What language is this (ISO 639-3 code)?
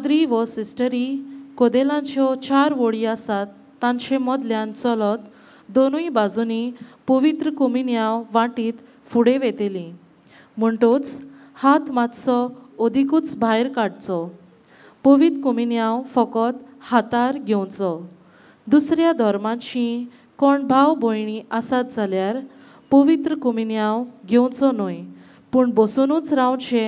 kok